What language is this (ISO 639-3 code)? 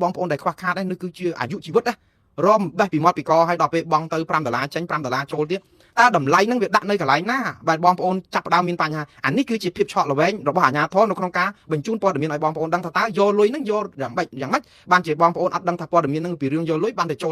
khm